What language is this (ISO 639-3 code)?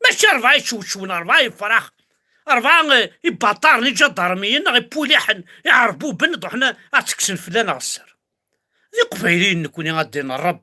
kab